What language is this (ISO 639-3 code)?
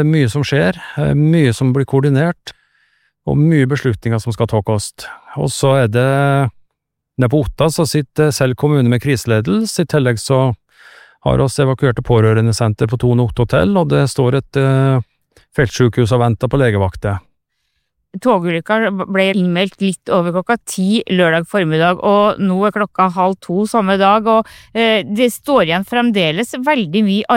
nor